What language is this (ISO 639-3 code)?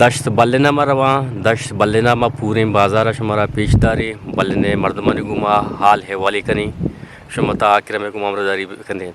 bgp